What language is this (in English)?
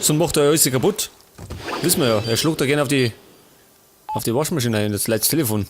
Bavarian